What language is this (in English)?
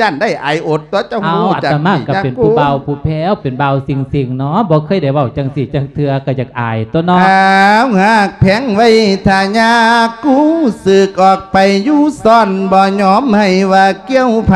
Lao